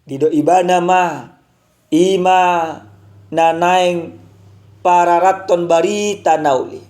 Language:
Batak Toba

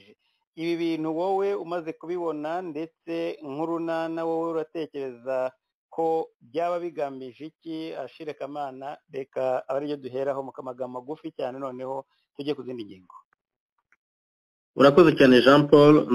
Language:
Kinyarwanda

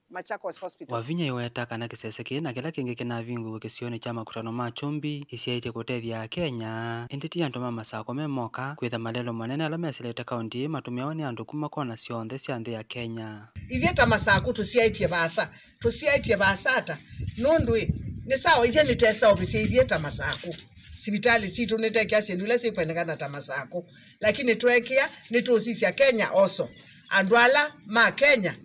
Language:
Kamba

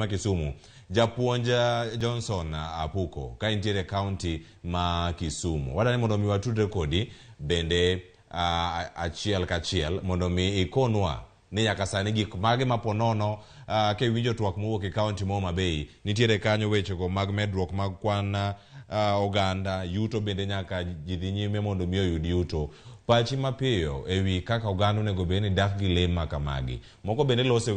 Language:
Luo (Kenya and Tanzania)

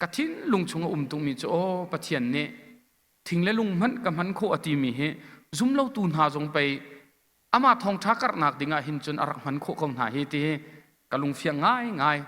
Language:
Hakha Chin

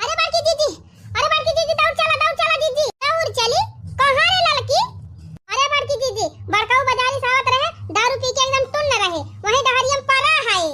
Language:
Awadhi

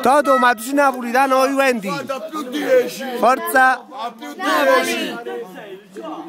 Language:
Neapolitan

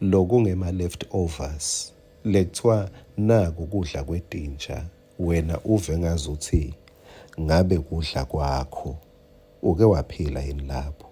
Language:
Swati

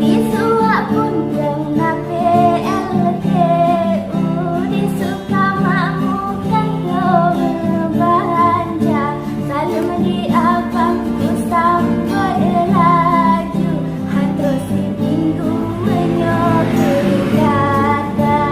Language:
Achinese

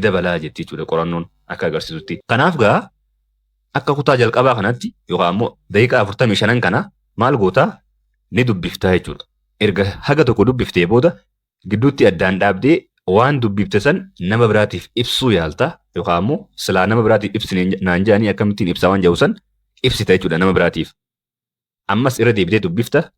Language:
Oromo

